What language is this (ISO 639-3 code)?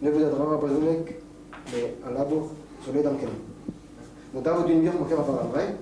bre